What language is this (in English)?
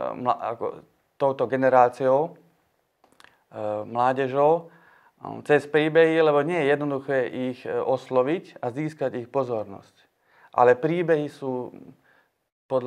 Slovak